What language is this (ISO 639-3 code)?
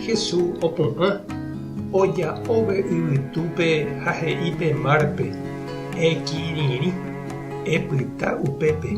grn